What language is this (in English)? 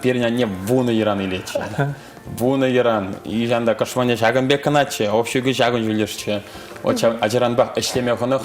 Chuvash